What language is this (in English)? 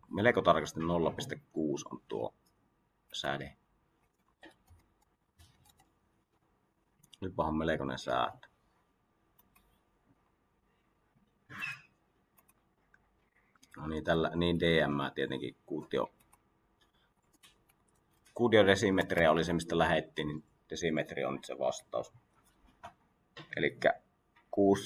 Finnish